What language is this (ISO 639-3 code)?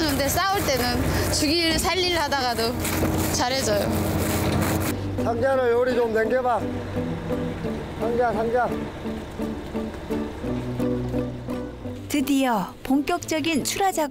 kor